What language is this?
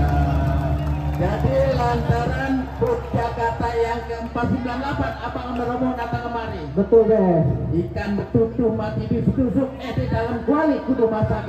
Betawi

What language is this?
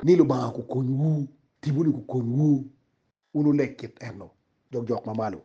Acoli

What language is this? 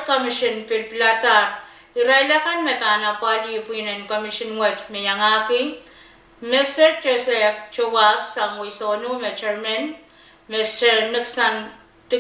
Pohnpeian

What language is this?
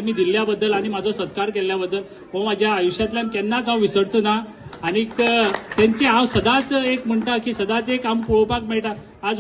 Konkani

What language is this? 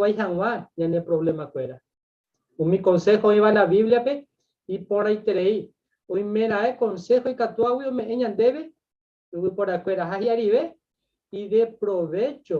Guarani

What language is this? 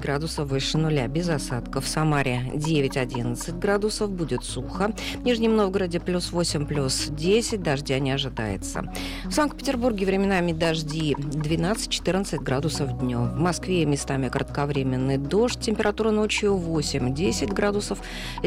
Russian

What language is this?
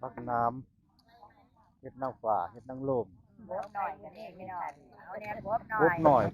Northeastern Thai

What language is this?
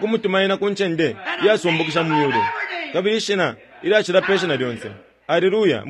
Bemba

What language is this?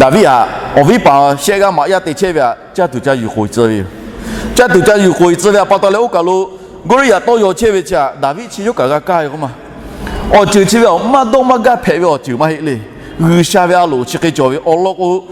Lahu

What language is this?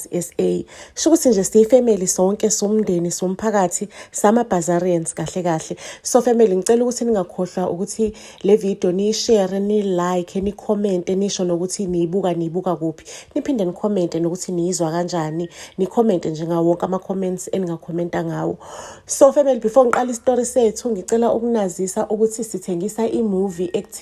Zulu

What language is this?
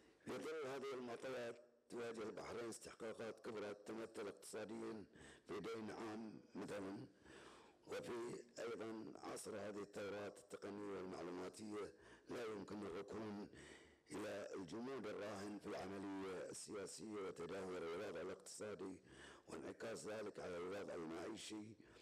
Arabic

